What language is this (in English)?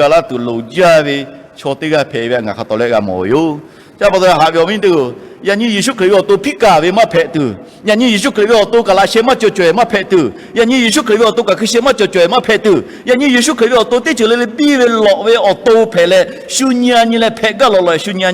Lahu